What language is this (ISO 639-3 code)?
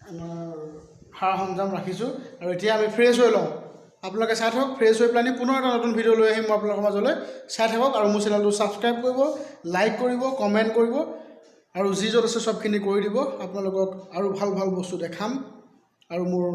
asm